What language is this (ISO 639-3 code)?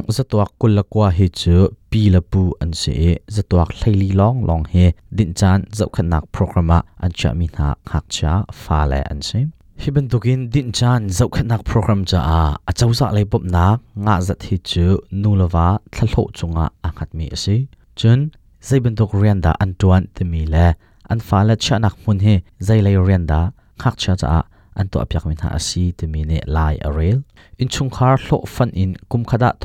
cnh